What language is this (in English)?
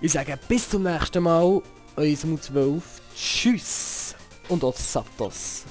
Swiss German